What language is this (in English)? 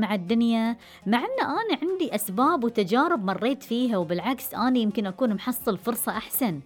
Gulf Arabic